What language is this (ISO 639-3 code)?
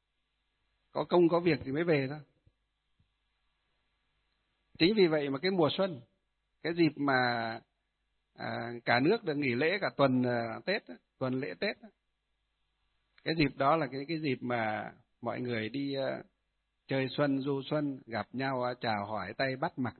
vie